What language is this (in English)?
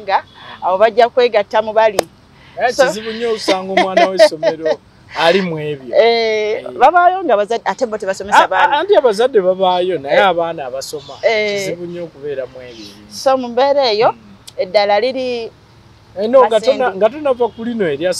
Ganda